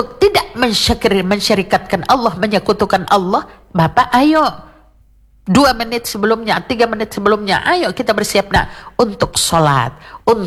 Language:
Indonesian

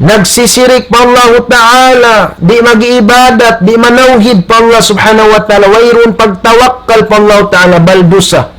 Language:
Tausug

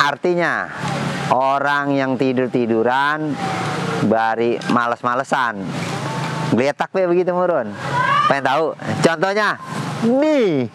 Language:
Betawi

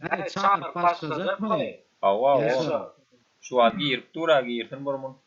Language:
Turkmen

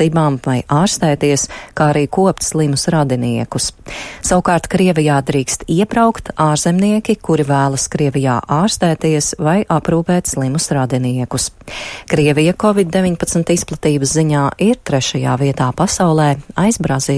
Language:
Latvian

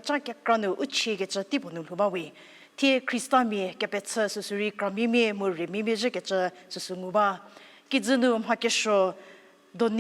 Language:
Angami Naga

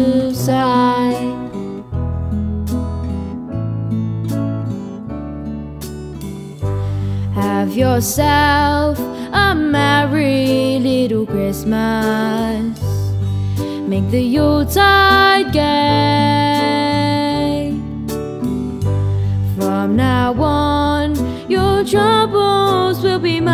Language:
English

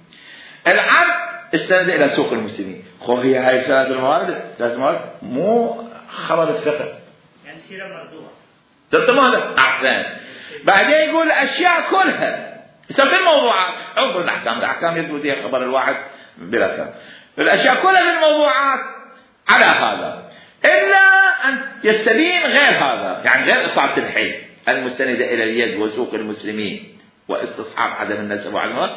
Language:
Mesopotamian Arabic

